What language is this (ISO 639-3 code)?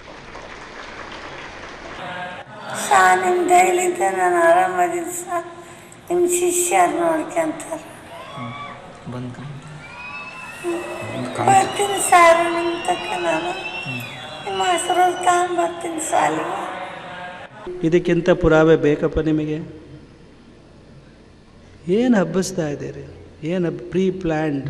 kan